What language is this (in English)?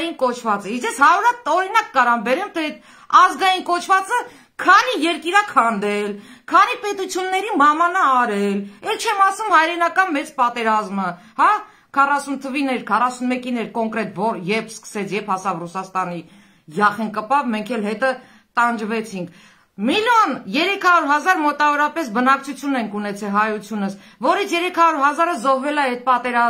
Armenian